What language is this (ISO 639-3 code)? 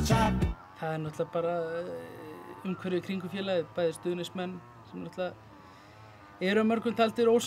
isl